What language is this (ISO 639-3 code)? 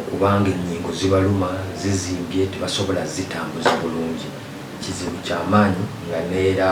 lug